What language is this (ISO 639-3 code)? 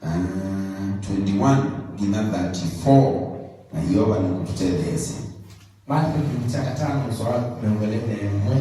kam